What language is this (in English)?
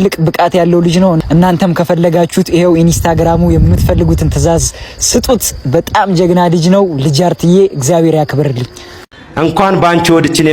Amharic